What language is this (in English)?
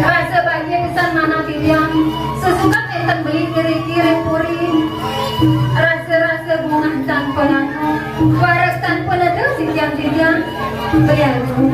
Balinese